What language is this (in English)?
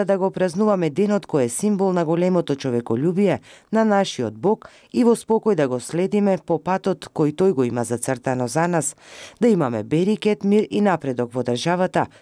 Macedonian